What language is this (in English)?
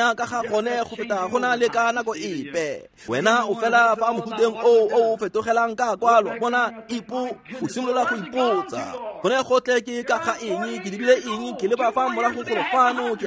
Tswana